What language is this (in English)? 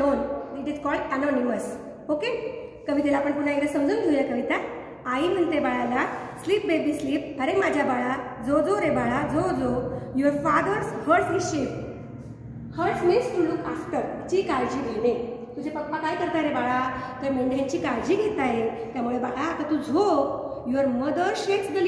Marathi